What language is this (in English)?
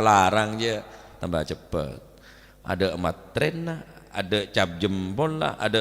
Madurese